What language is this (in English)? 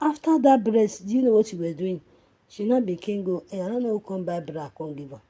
Nigerian Pidgin